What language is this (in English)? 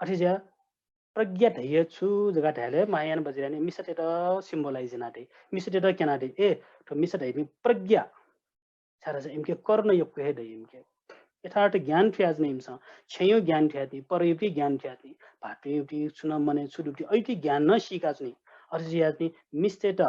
Newari